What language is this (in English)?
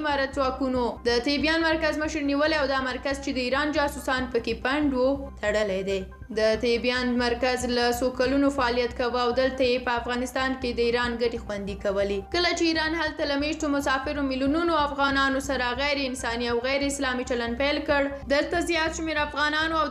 Pashto